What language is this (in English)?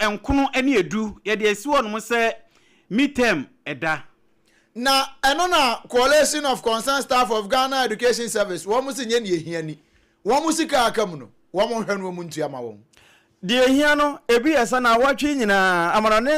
Akan